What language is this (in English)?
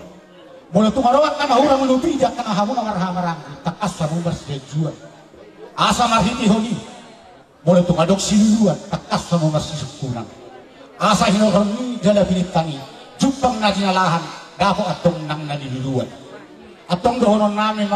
Batak Toba